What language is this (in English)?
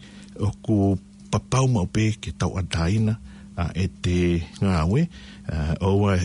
Tongan